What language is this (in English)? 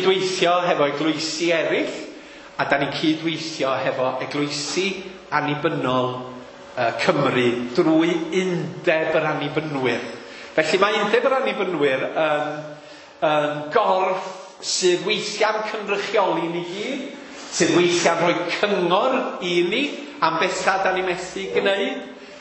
Welsh